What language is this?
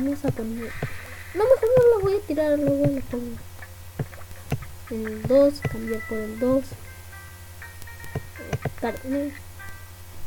Spanish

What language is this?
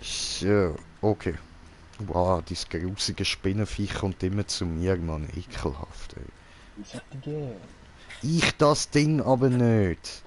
Swiss German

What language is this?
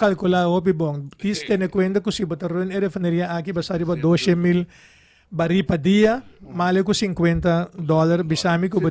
Papiamento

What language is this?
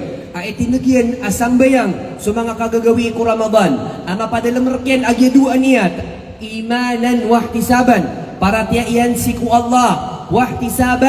Maranao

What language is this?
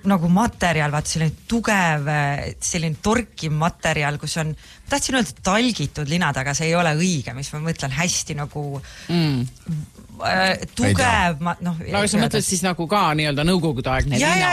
Estonian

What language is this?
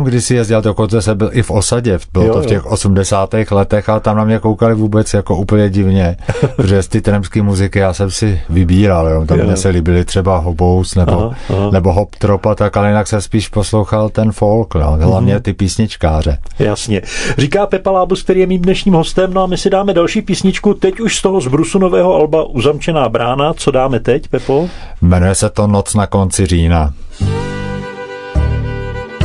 Czech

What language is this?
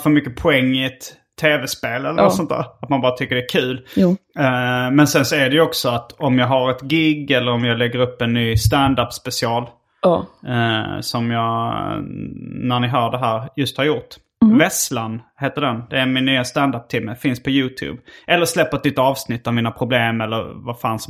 Swedish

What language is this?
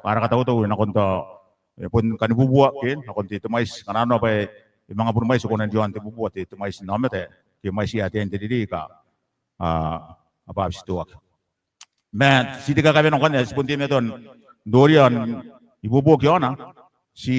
Gilbertese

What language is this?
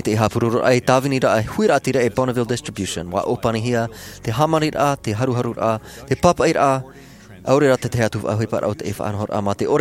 Tahitian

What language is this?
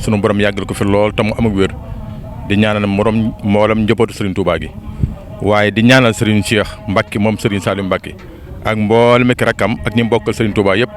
Wolof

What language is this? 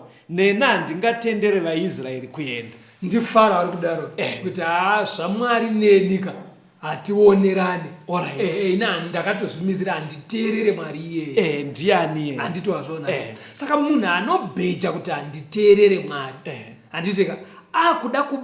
Shona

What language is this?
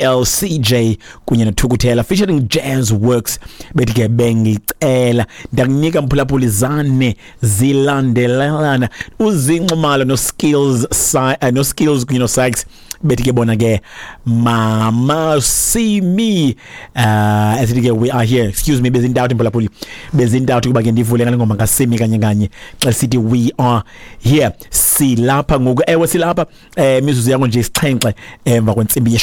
Xhosa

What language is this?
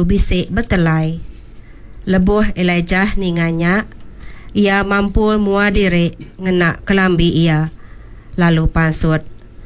Iban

